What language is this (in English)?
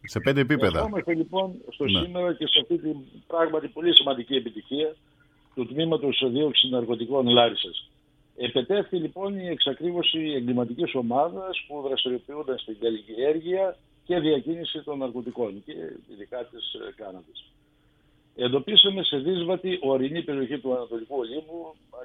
Greek